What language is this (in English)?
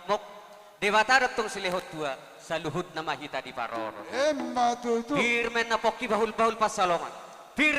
Batak Toba